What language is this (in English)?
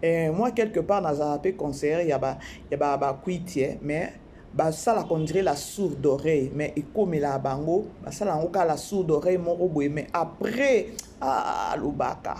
Lingala